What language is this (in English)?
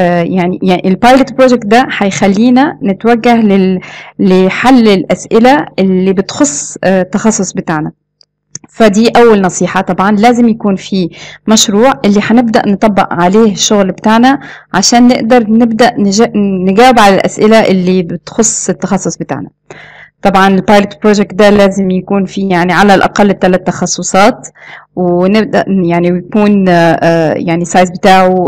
Egyptian Arabic